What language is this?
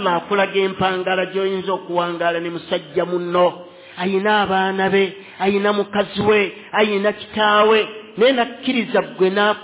Ganda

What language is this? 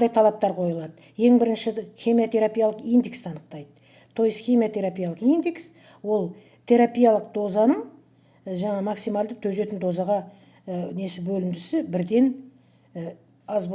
Kazakh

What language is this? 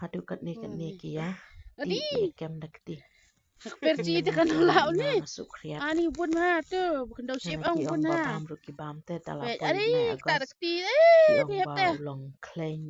Khasi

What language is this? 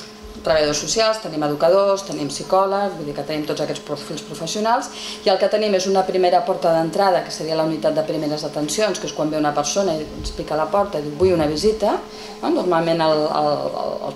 Catalan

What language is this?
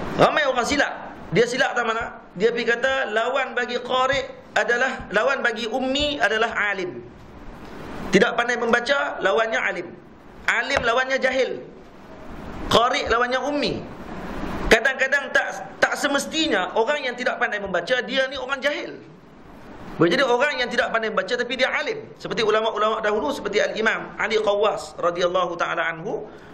Malay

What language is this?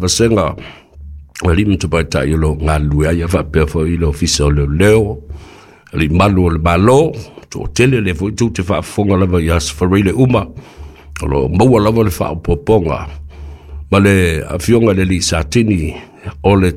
Samoan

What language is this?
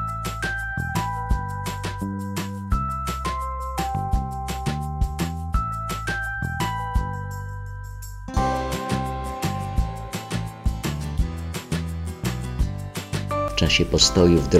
Polish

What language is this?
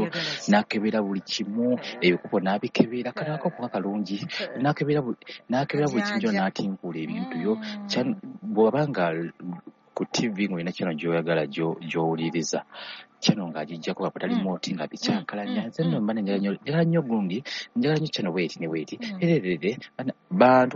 Ganda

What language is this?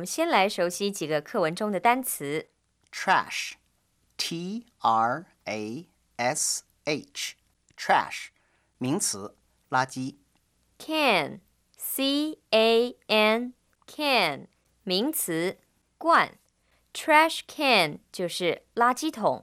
Chinese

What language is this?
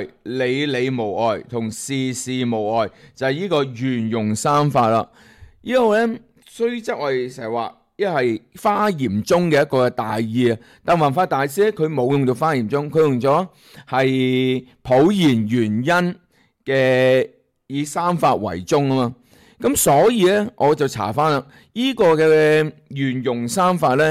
Cantonese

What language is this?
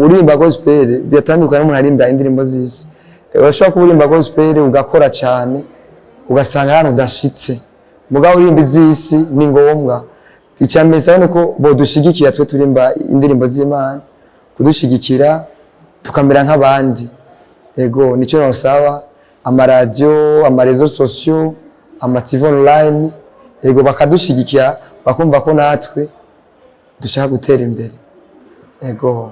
Rundi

